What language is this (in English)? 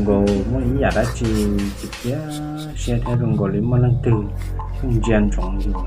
Hmong